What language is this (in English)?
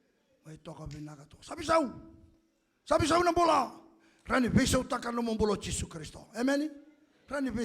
Fijian